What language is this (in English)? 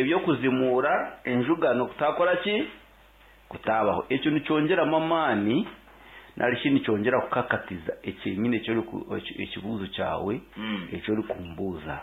Nyankole